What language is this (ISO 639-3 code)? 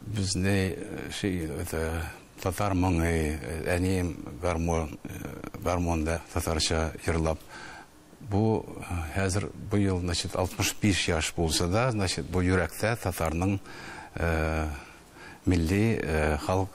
tat